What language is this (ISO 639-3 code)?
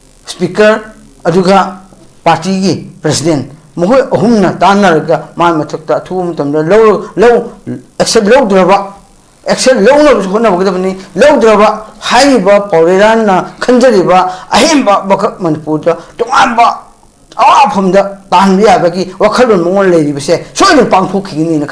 mni